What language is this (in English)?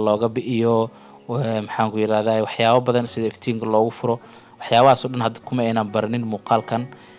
Somali